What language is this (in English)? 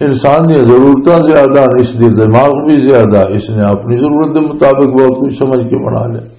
Western Panjabi